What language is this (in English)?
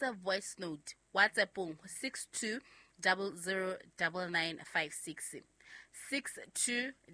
Southern Sotho